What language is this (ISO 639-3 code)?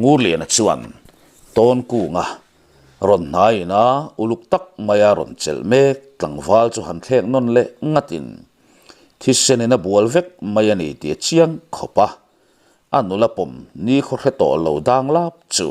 lus